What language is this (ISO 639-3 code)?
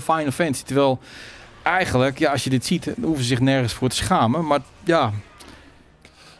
nld